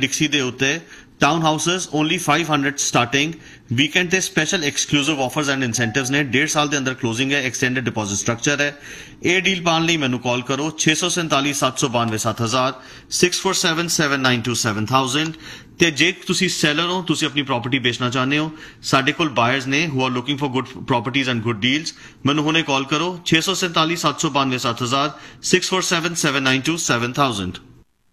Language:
Punjabi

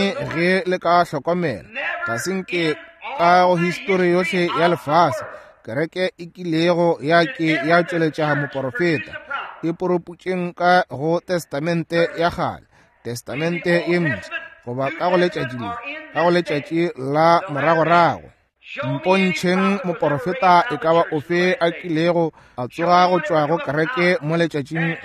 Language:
Northern Sotho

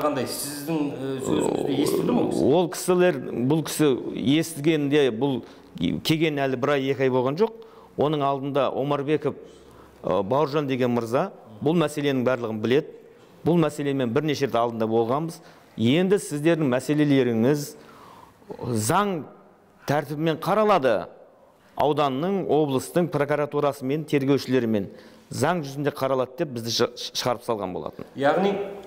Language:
Kazakh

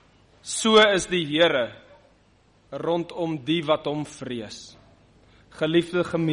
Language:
Afrikaans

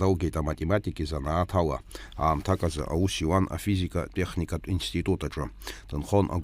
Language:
Abkhazian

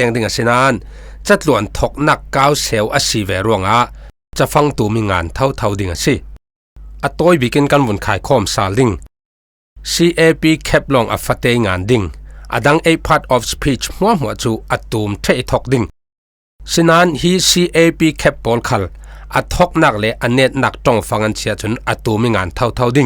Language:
Falam Chin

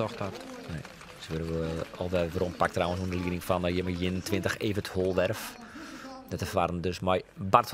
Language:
Western Frisian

